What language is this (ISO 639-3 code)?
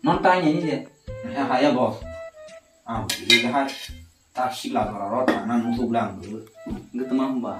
trp